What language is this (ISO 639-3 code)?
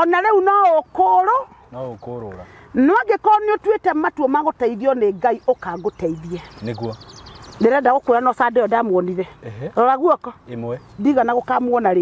kik